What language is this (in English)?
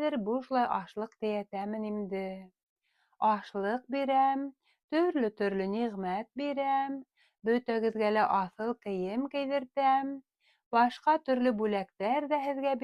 Bashkir